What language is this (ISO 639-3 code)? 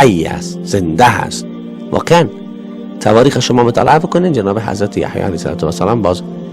fas